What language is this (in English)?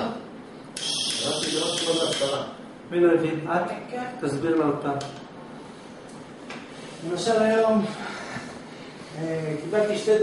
Hebrew